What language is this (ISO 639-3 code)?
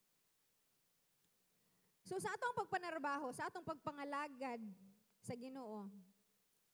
ceb